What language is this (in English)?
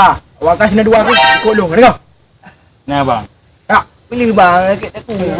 Achinese